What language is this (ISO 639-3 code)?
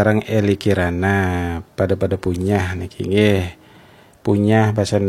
ban